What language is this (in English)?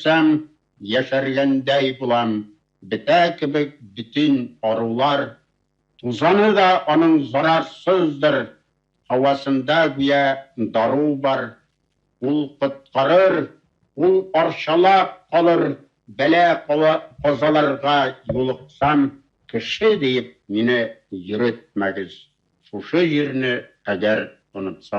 Bashkir